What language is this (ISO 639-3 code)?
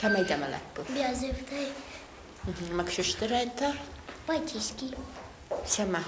oss